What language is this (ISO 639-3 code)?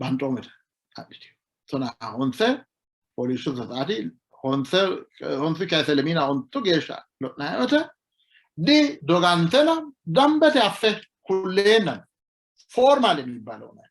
sid